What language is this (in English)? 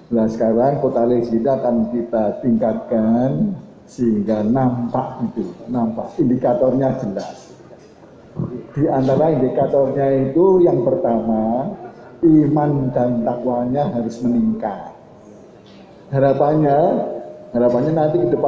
Indonesian